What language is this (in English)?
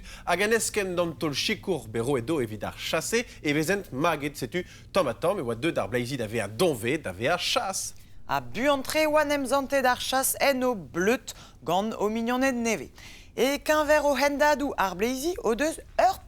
Breton